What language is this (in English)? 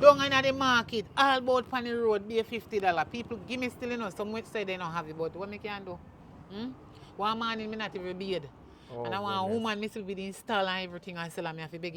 Jamaican Creole English